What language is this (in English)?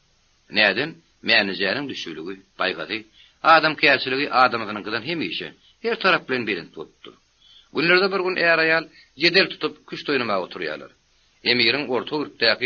Turkmen